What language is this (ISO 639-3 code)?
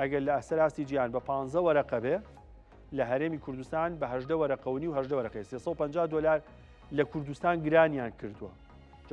ckb